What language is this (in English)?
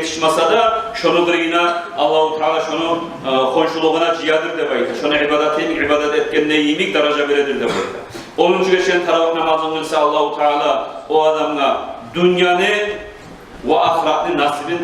Kumyk